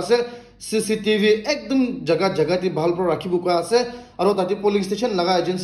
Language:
Naga Pidgin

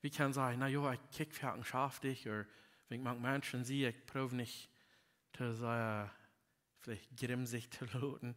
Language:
Plautdietsch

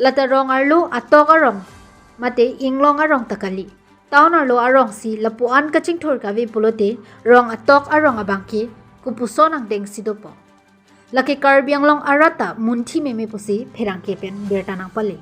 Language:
Karbi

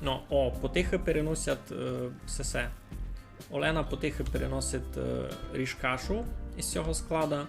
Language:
Rusyn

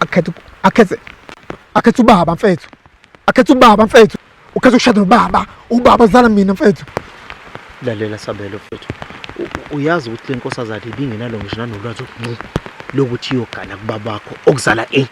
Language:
Zulu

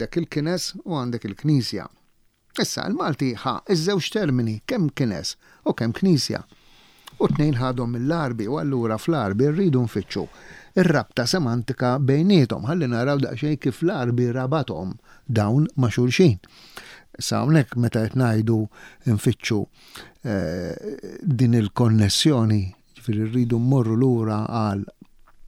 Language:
Maltese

